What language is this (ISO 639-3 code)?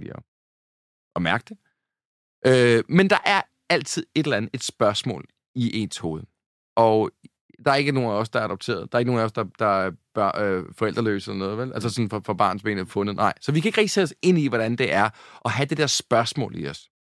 dan